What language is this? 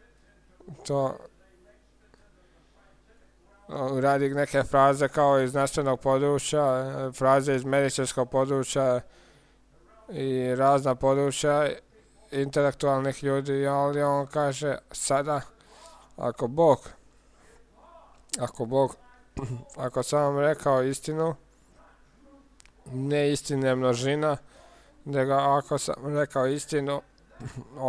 Croatian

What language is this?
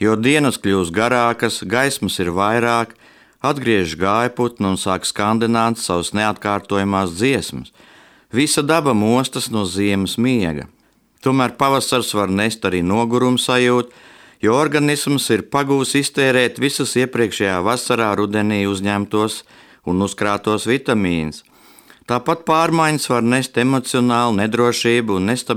Latvian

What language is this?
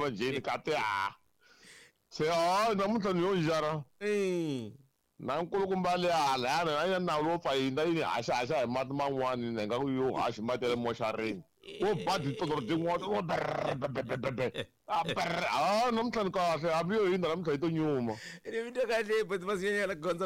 Tsonga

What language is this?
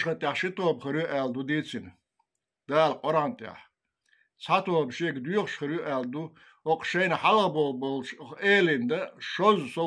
Chechen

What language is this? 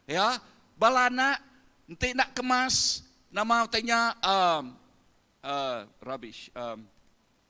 Iban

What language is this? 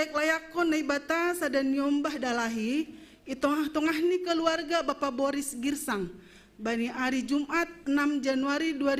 Batak Simalungun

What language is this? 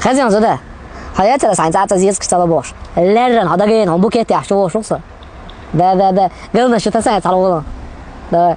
Chechen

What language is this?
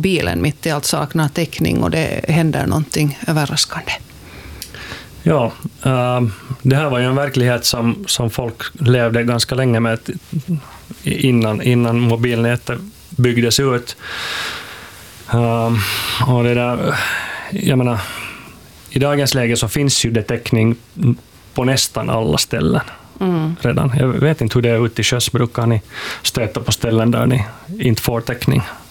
Swedish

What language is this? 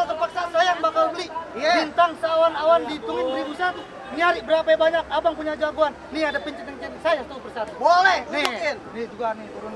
Betawi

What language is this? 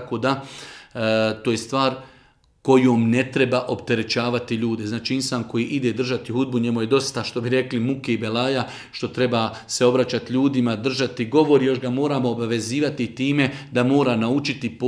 Bosnian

